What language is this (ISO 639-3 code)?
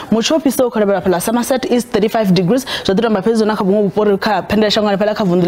ven